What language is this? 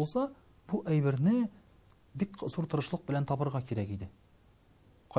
Tatar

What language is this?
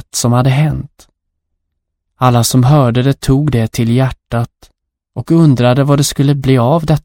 Swedish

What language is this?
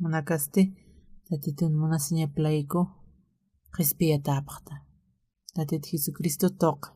Aymara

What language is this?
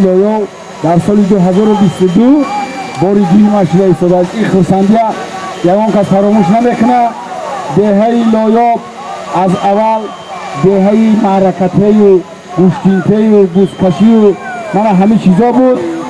Tajik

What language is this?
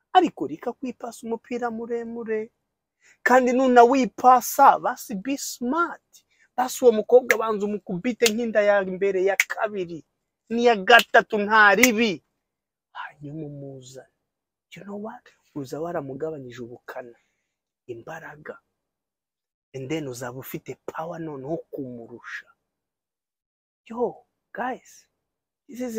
Kinyarwanda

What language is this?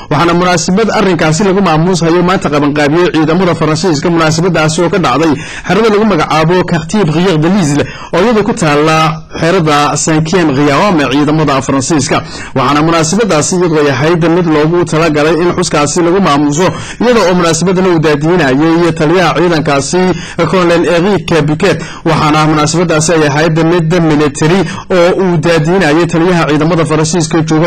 Somali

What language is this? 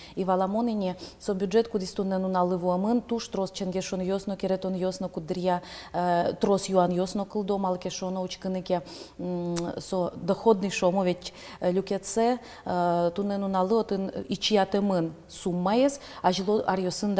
Udmurt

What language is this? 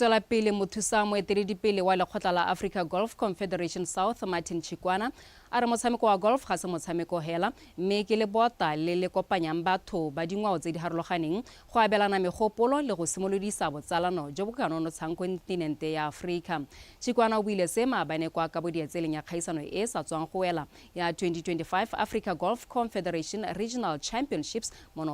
Tswana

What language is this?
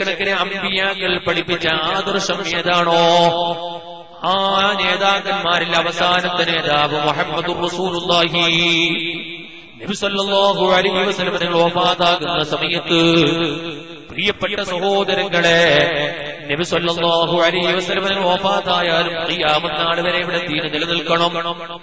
Malayalam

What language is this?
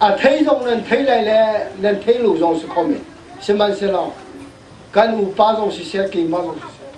Hakha Chin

